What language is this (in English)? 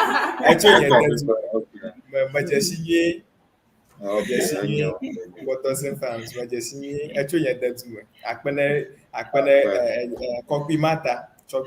Ewe